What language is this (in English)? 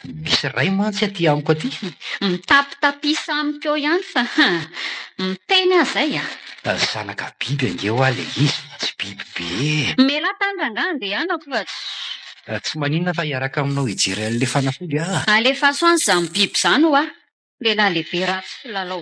Malagasy